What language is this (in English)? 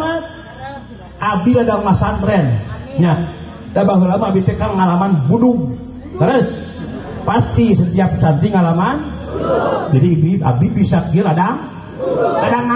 Sundanese